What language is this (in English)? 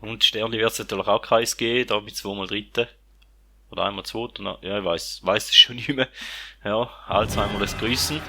Swiss German